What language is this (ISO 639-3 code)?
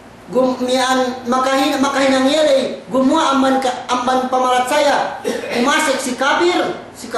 yka